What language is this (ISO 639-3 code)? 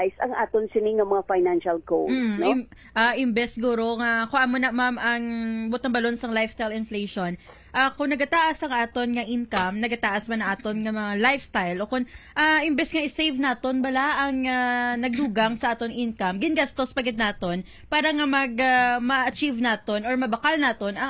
hil